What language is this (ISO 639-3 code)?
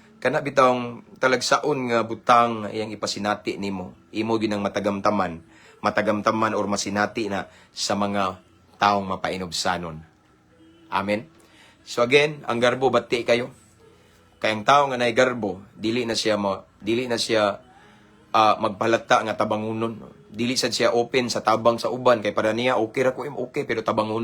ceb